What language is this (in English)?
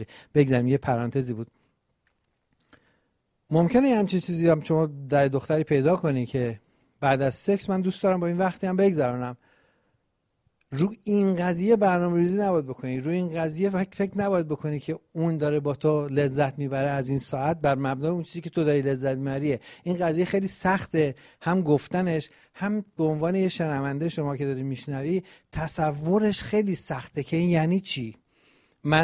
Persian